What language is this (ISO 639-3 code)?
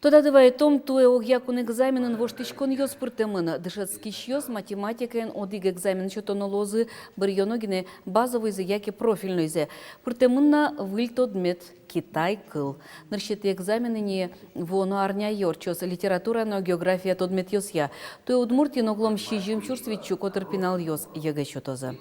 udm